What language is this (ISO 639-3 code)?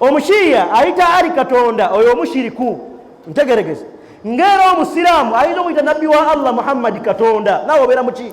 lug